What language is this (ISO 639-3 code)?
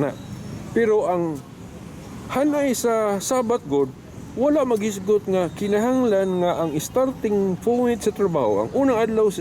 ceb